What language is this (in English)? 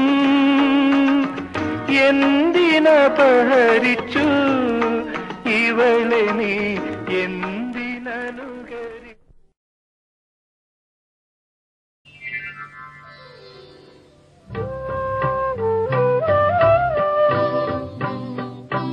Malayalam